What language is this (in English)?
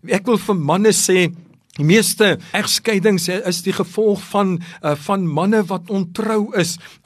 Afrikaans